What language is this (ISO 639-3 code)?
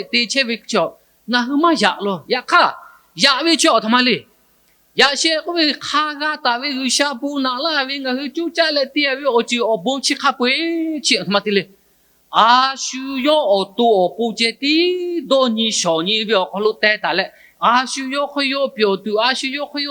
lhu